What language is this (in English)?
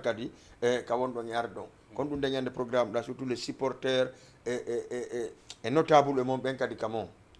Fula